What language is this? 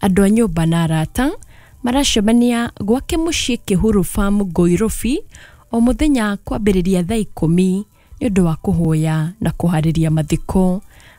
Kikuyu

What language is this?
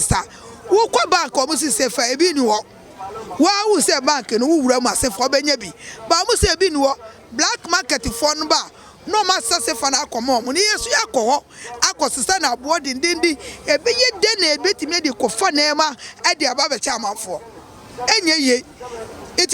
Akan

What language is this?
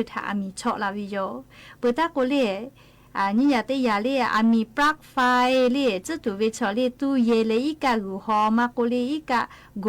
Lahu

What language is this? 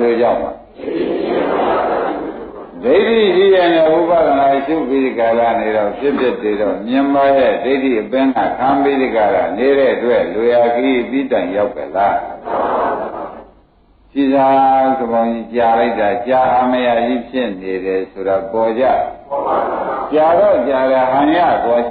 Burmese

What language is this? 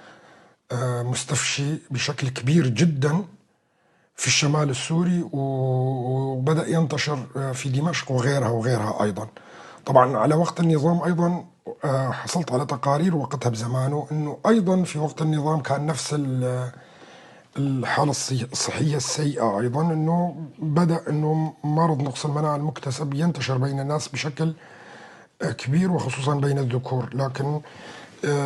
North Levantine Arabic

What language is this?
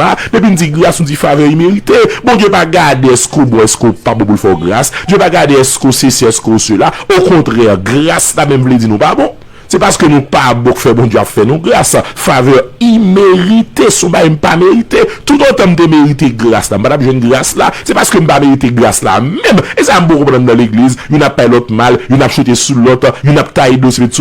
Haitian Creole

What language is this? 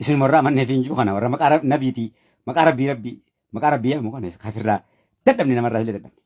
Oromo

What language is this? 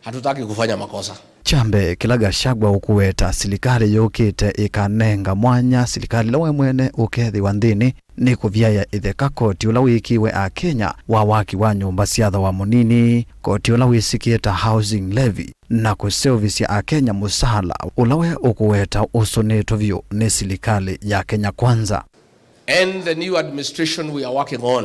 Kamba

